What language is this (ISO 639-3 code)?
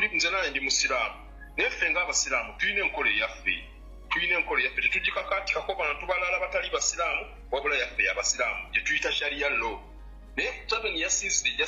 lug